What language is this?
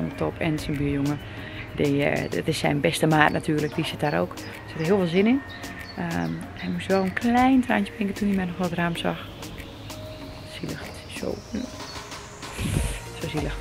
Dutch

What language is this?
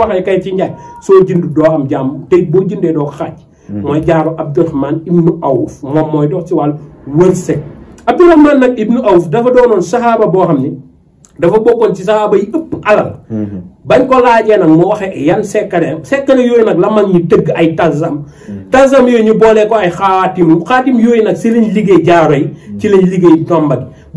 Wolof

